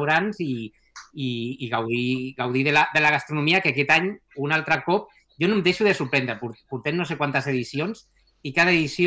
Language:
Catalan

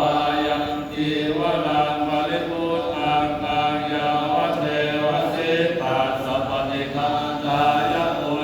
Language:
Pali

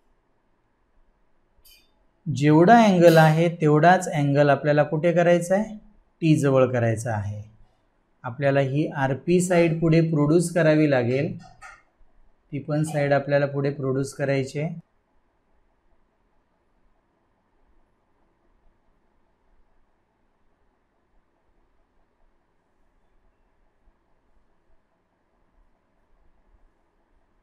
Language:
Marathi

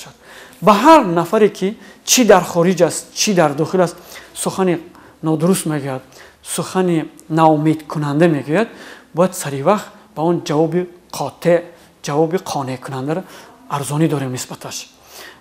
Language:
Tajik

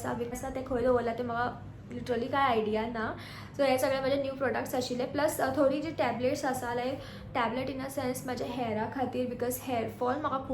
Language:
Konkani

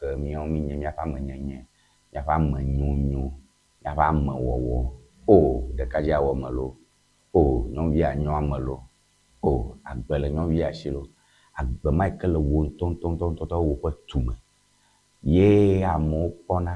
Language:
Ewe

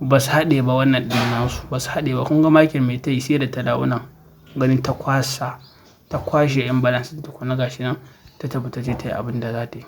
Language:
Hausa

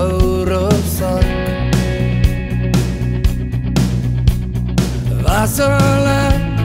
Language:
Afrikaans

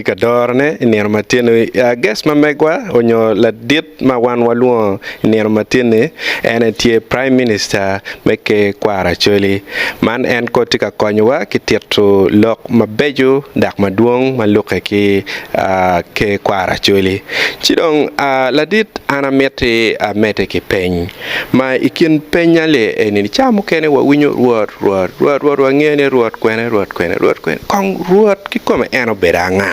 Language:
Acoli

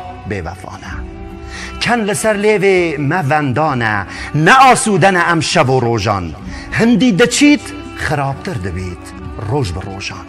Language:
Kurdish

